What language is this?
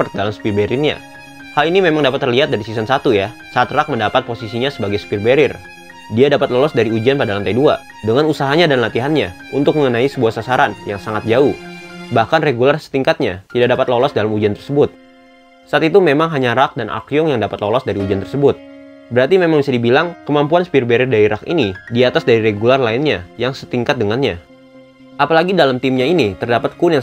Indonesian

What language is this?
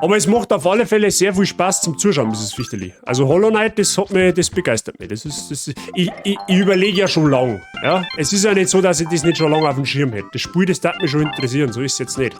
Bavarian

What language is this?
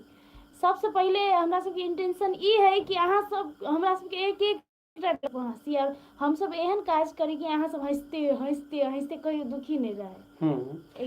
Maithili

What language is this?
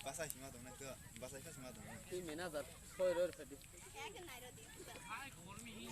Kok Borok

